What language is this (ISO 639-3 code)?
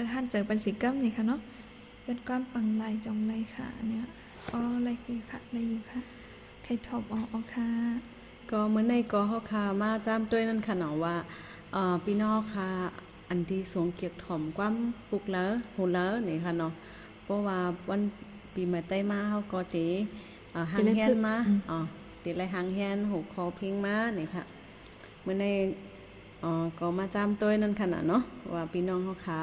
shn